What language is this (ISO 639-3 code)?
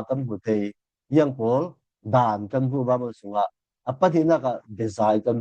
cfm